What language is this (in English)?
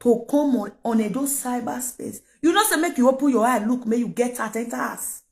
Nigerian Pidgin